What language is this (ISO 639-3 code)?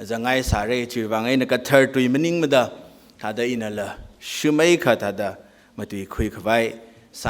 nmf